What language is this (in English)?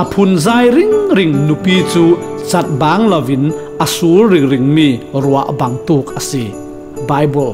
Falam Chin